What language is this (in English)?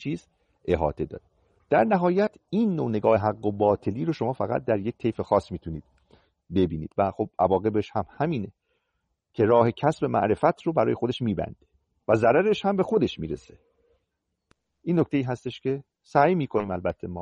Persian